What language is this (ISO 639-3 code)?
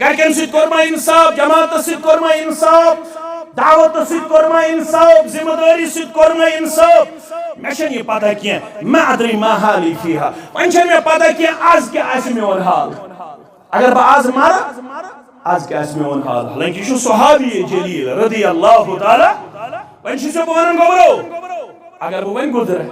kas